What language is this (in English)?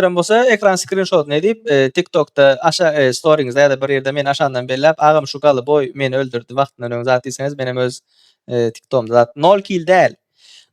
Turkmen